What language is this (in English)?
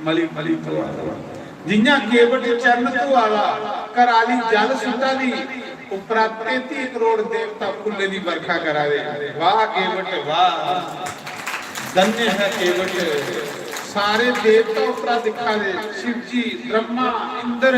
Dogri